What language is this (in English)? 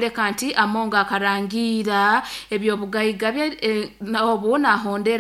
Nyoro